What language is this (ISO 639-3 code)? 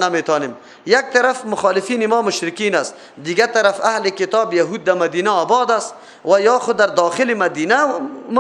fas